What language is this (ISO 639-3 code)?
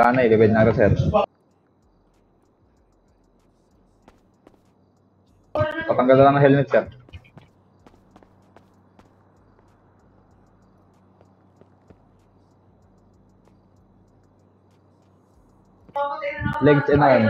fil